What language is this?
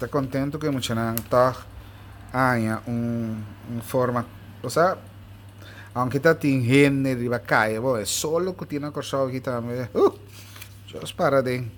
Papiamento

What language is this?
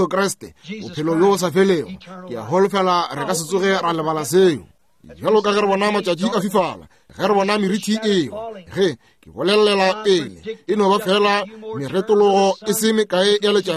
Northern Sotho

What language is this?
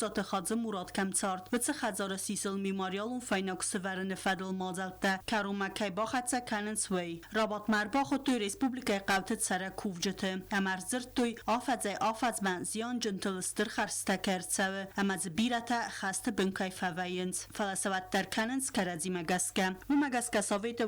Ossetic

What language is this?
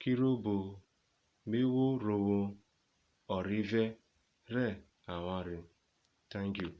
Urhobo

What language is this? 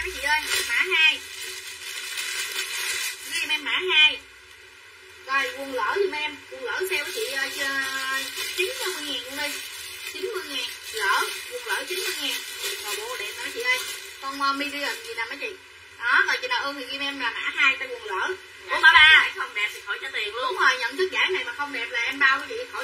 Vietnamese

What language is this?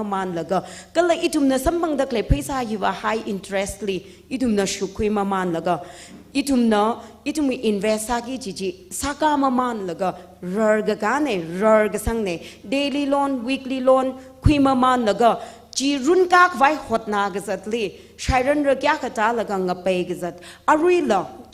Tangkhul Naga (India)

